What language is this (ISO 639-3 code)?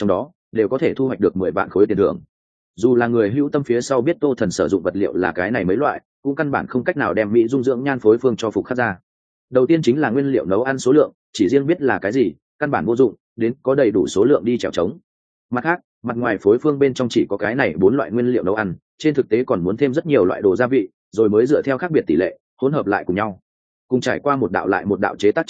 vie